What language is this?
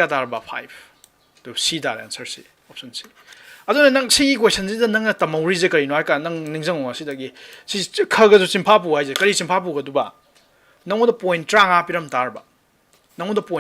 Manipuri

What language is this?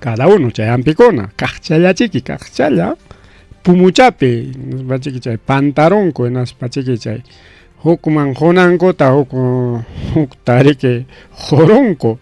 Ayacucho Quechua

